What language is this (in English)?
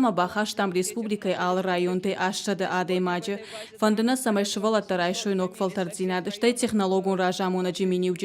Ossetic